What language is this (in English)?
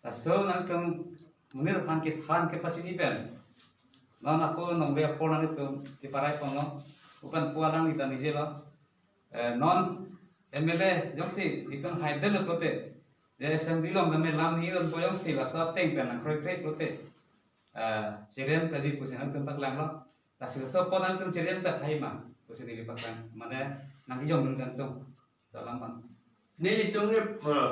Karbi